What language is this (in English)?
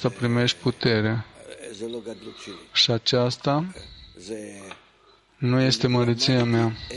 Romanian